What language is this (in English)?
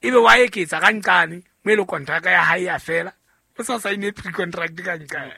Southern Sotho